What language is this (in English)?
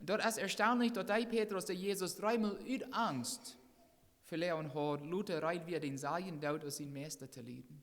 Plautdietsch